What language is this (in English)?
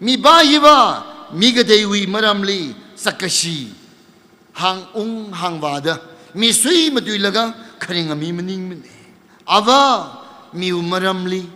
Tangkhul Naga (India)